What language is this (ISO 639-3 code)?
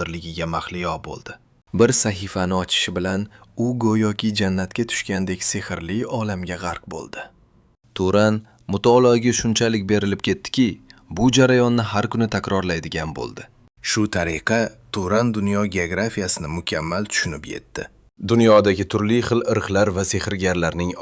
uzb